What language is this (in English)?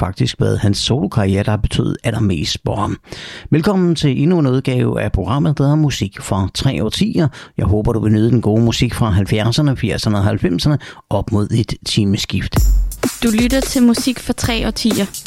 Danish